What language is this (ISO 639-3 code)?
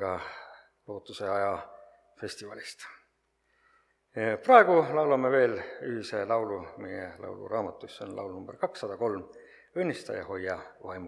est